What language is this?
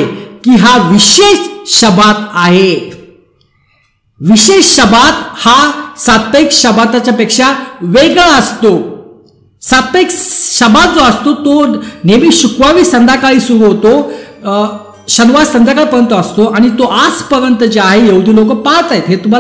Marathi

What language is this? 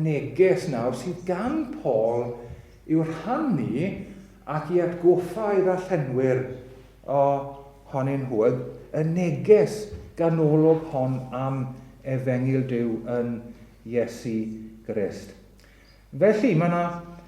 Welsh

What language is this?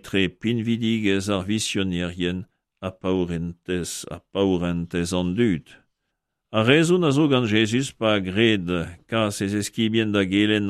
Breton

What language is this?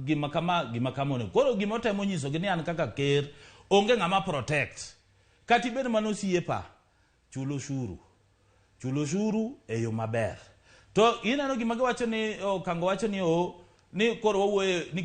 Luo (Kenya and Tanzania)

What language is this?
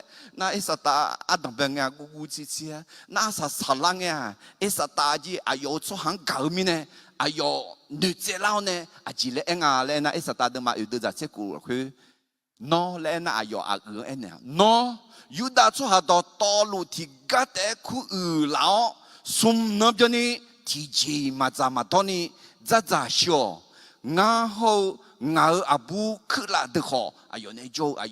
Akha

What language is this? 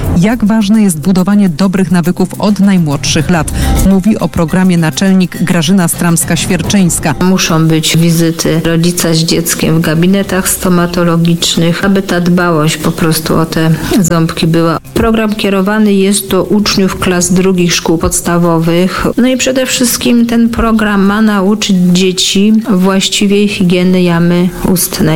Polish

